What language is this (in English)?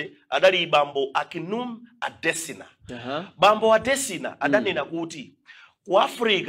Nyanja